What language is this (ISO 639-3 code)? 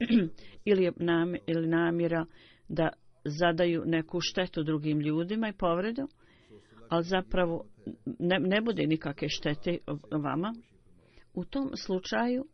bos